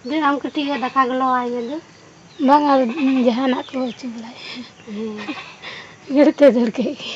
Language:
Santali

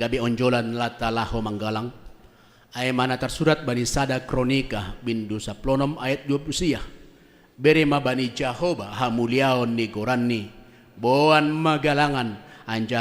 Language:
Batak Simalungun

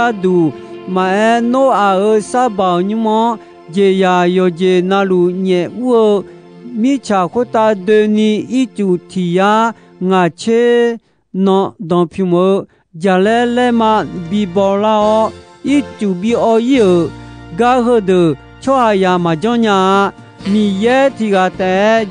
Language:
Akha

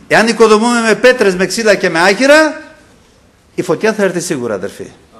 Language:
Greek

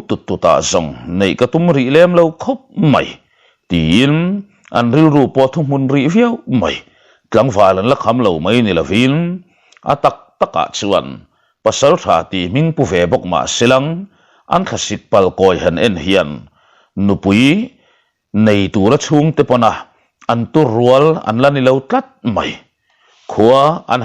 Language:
Mizo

